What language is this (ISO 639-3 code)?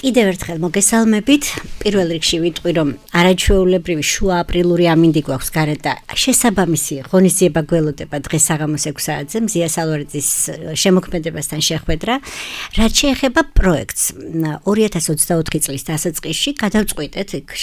kat